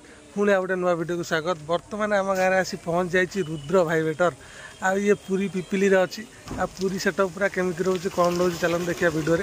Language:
Odia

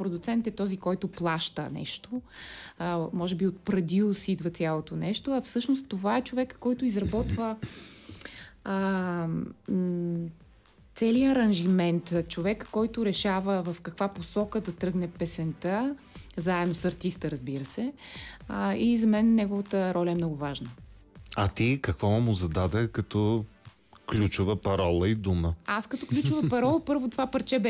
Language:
Bulgarian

